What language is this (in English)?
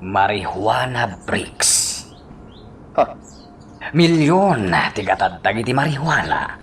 Iloko